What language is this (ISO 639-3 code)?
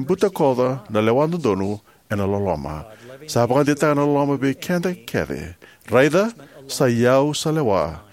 fij